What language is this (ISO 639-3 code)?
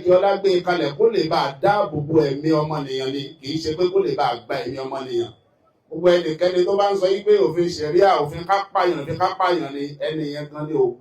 yor